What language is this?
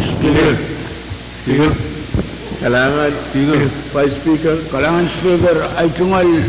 Pohnpeian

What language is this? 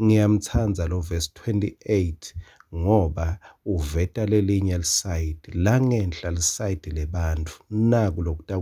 Swati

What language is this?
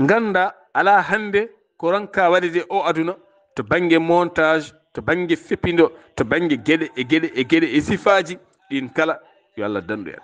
Fula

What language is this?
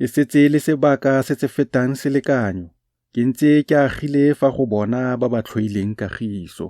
Tswana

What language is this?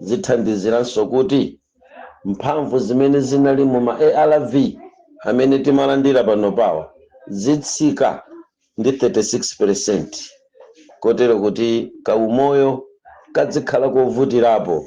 Nyanja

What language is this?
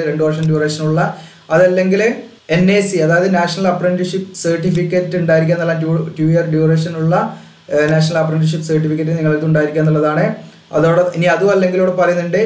Malayalam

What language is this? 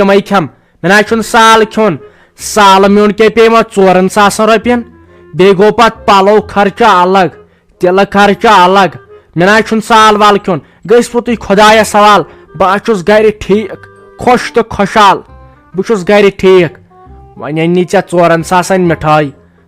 Kashmiri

